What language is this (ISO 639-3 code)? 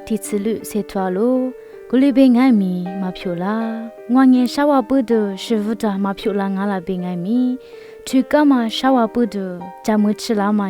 lis